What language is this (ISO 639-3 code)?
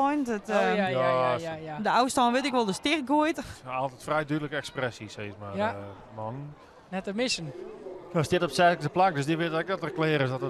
fry